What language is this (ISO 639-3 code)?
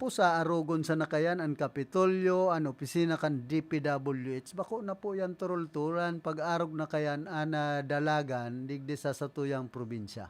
bik